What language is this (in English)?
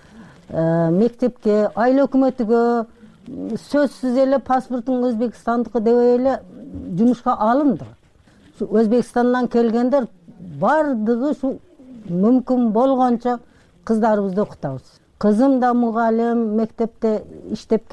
Kyrgyz